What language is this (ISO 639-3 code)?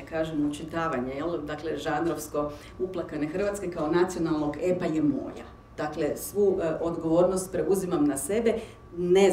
hrv